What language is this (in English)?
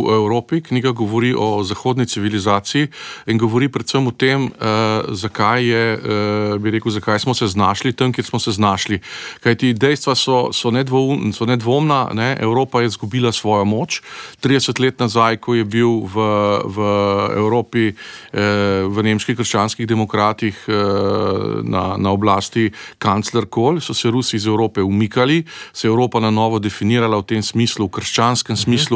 Slovenian